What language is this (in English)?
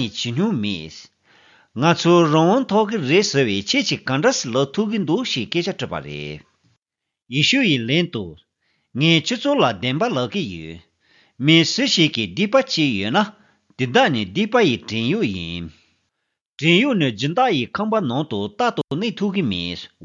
Tibetan